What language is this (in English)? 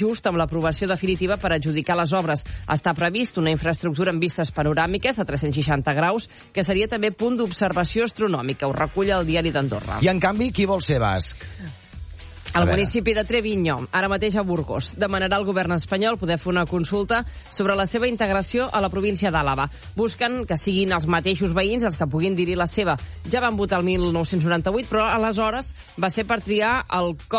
Catalan